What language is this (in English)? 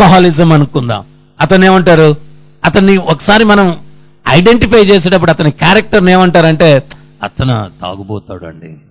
Telugu